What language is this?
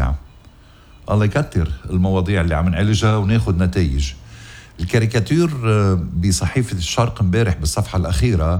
North Levantine Arabic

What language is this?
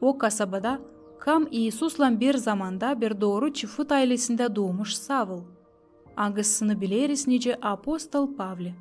Gagauz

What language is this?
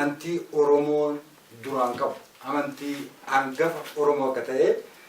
Oromo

